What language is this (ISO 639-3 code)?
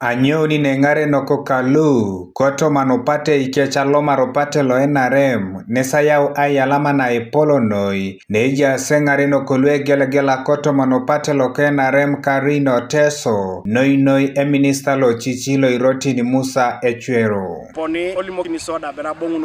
teo